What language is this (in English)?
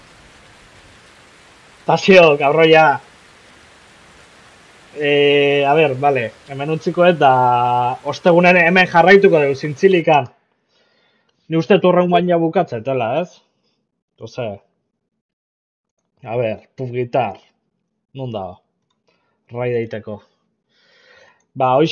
Basque